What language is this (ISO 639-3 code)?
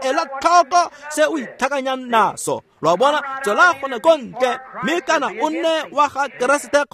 tsn